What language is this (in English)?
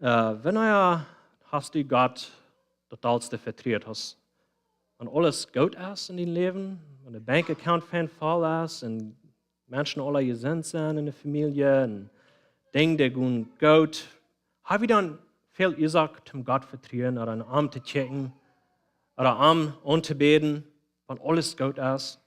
Plautdietsch